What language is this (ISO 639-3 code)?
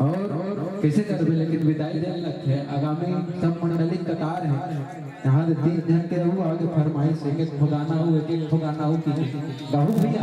hne